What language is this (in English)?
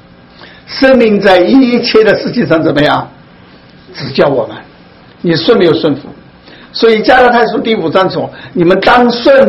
Chinese